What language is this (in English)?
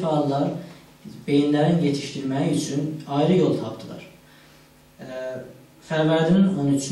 South Azerbaijani